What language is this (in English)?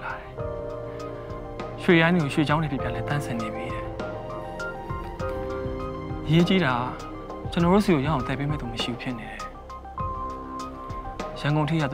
Burmese